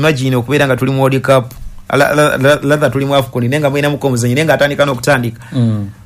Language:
Ganda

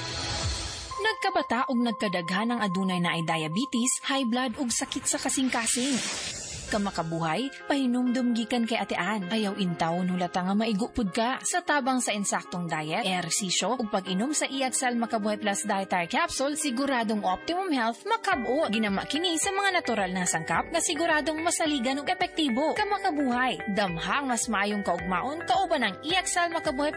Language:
Cebuano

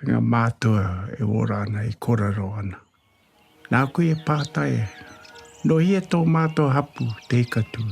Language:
Māori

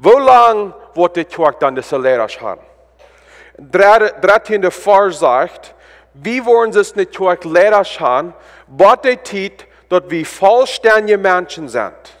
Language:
Plautdietsch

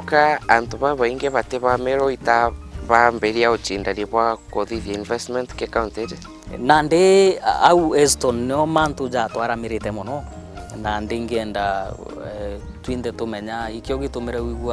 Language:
Meru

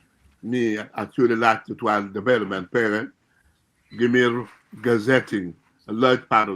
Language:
Acoli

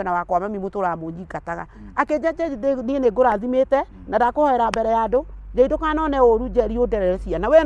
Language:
Kikuyu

